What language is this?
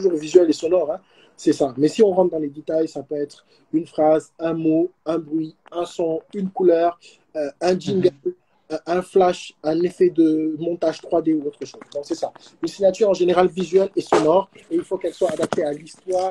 French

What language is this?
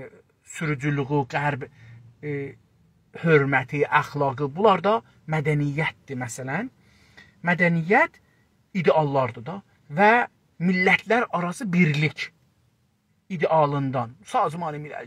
South Azerbaijani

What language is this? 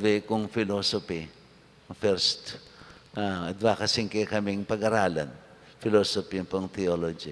Pampanga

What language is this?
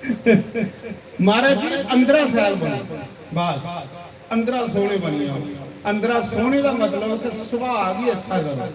Dogri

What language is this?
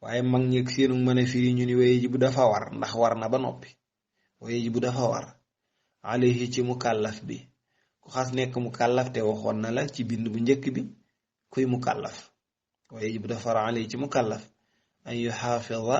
Wolof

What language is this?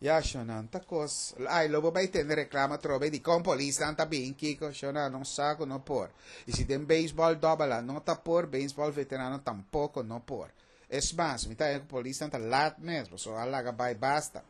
Papiamento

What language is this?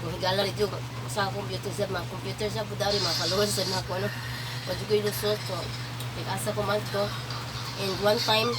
Cebuano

